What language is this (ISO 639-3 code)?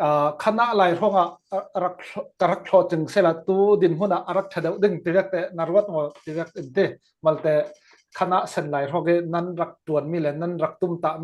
cfm